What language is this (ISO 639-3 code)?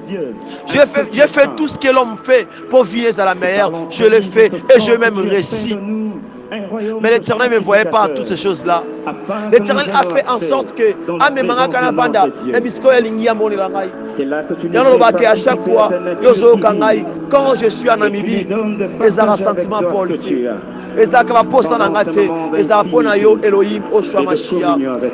fra